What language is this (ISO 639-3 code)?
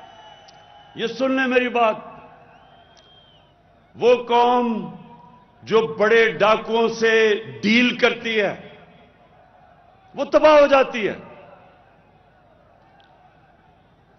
urd